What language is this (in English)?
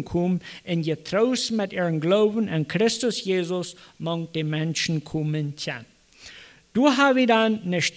Plautdietsch